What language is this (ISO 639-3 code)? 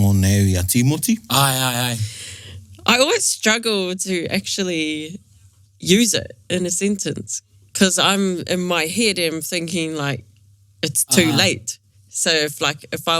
mri